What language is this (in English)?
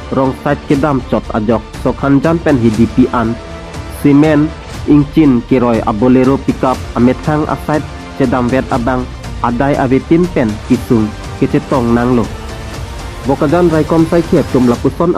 Karbi